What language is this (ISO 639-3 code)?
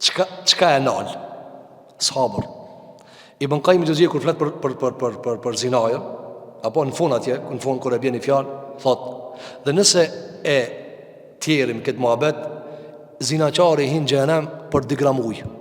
sqi